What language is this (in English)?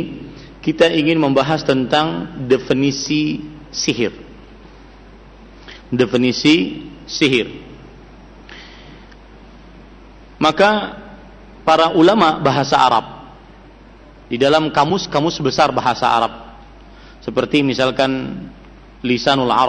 Indonesian